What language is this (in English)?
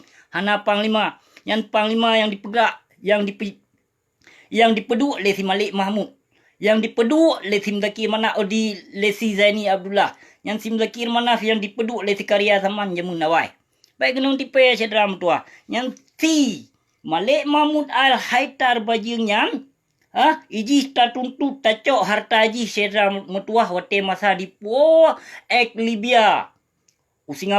Achinese